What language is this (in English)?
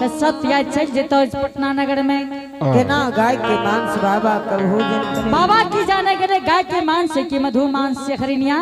Angika